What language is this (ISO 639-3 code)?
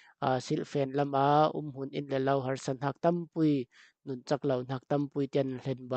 cfm